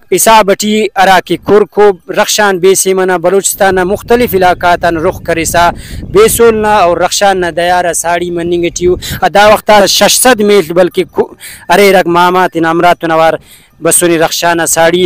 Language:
Brahui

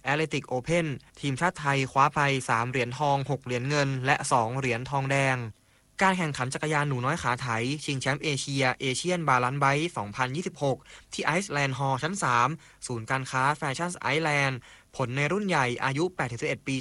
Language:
Thai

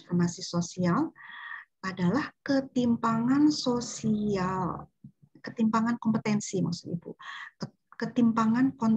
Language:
Indonesian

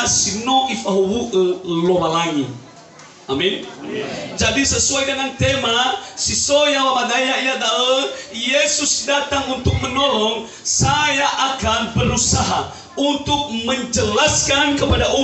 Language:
Nias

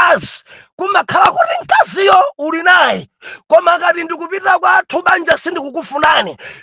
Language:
Nyanja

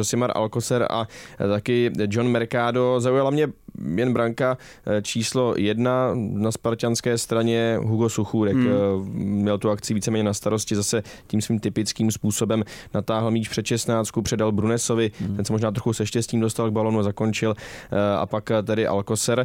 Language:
Czech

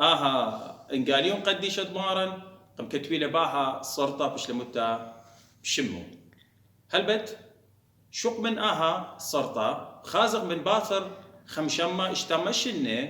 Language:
Assyrian Neo-Aramaic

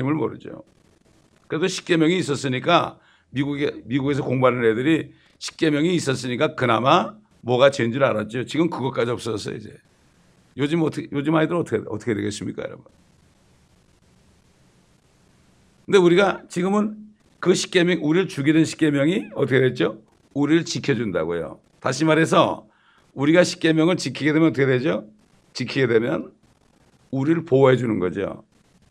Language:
Korean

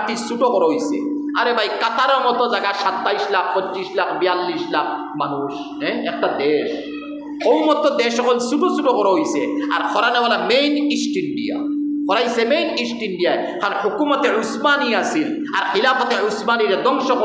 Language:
Sylheti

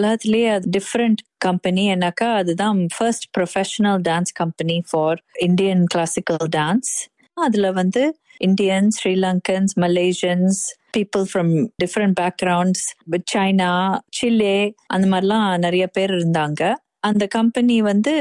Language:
Tamil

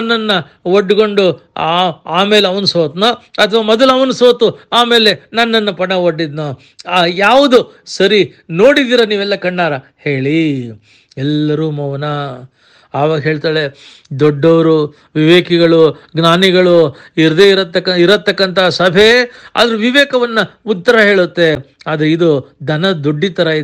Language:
Kannada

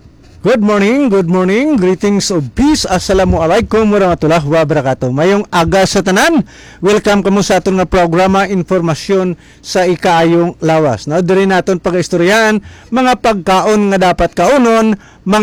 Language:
Hiligaynon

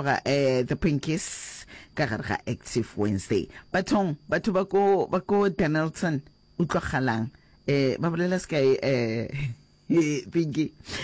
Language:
Northern Sotho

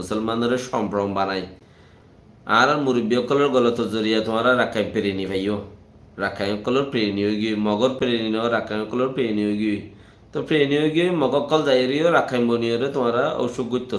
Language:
Rohingya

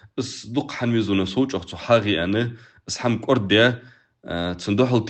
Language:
Ingush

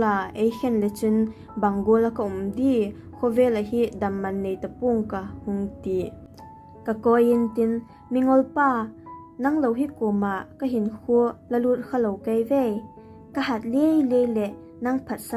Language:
Vaiphei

